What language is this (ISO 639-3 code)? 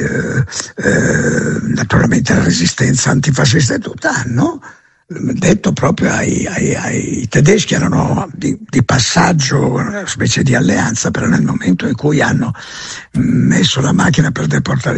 ita